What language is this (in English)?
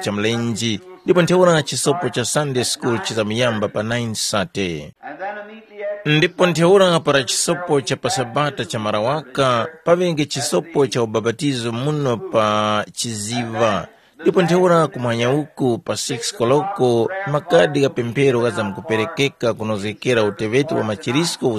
Tumbuka